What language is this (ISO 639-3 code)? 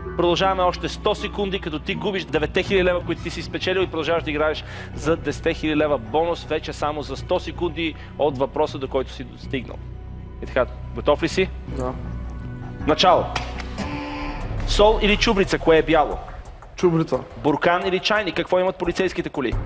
bul